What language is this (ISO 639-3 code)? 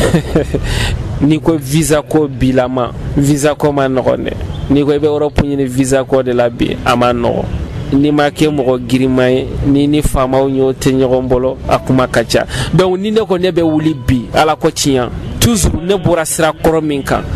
bam